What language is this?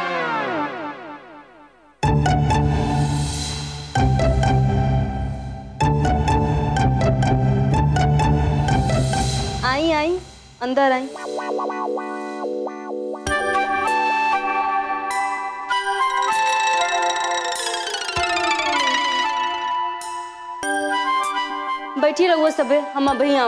Bhojpuri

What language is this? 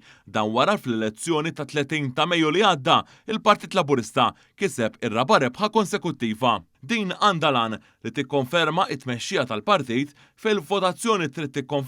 Maltese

